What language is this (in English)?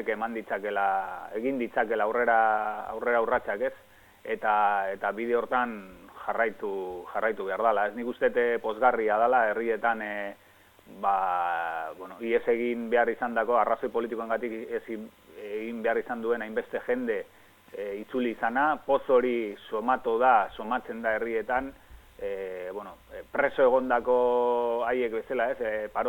Basque